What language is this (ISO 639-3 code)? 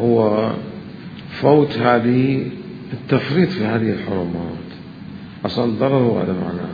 acm